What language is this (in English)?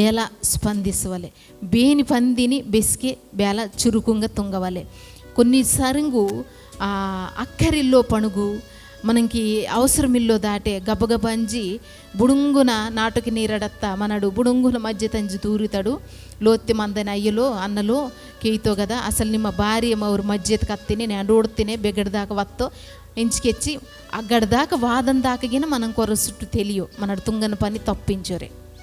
Koya